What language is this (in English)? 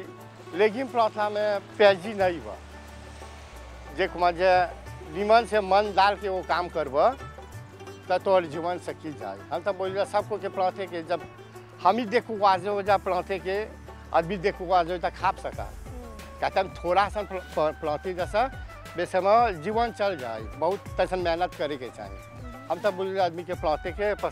Bhojpuri